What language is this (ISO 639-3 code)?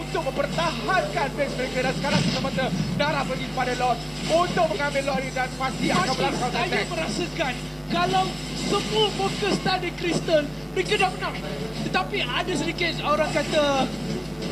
msa